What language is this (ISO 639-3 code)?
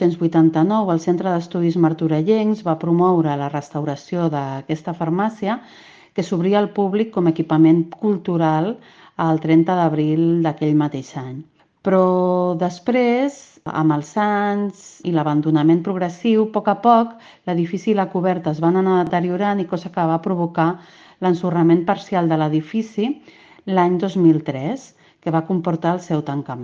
cat